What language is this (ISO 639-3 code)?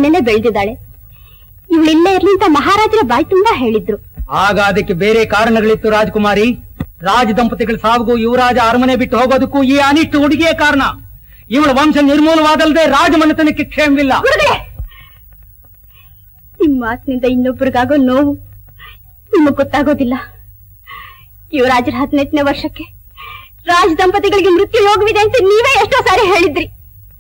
kan